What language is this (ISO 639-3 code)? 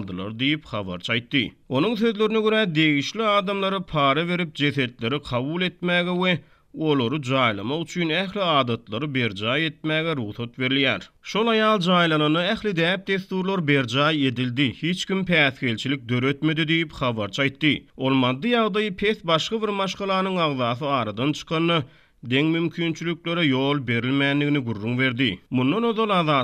tuk